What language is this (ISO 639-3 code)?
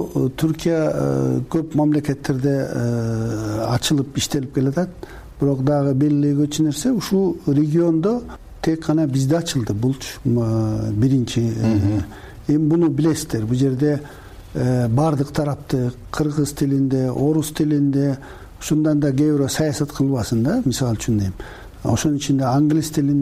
kir